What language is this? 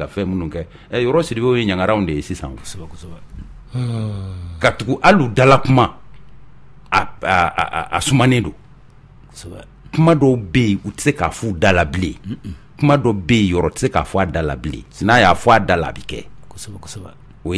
Bambara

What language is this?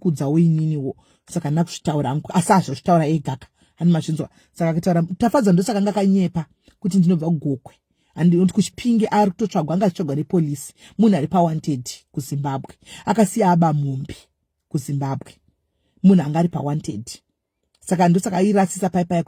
Shona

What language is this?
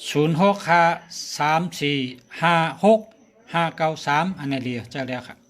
Shan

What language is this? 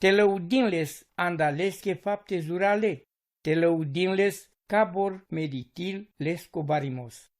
Romany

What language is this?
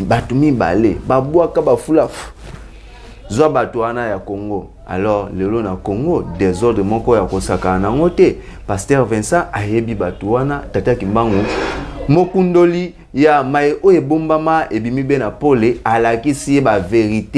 Lingala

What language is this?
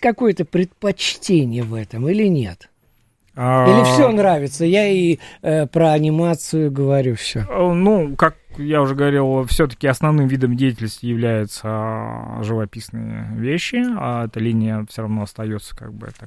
Russian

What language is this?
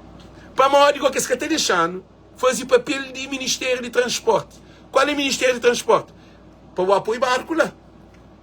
Kabuverdianu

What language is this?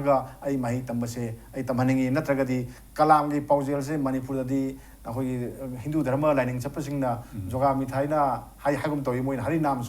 Manipuri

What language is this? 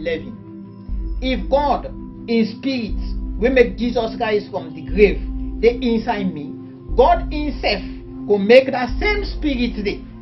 Krio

